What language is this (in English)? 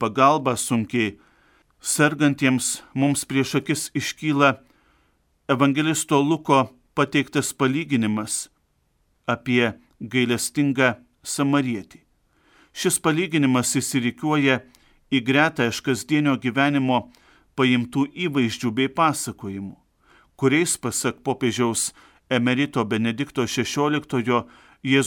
Lithuanian